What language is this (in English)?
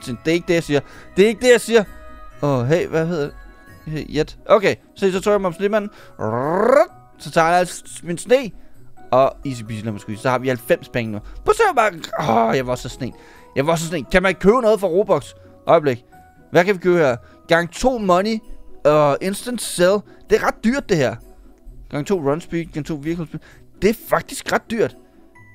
Danish